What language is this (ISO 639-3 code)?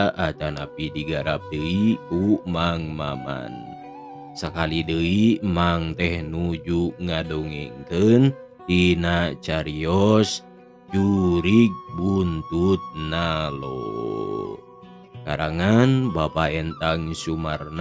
sun